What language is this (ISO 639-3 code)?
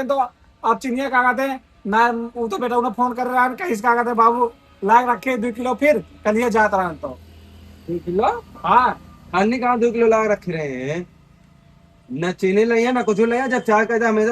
awa